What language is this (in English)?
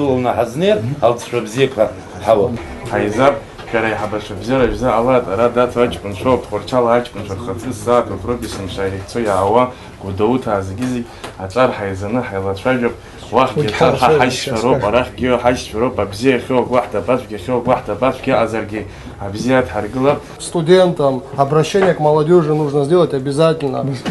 Abkhazian